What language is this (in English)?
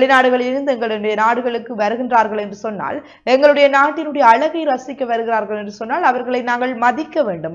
Tamil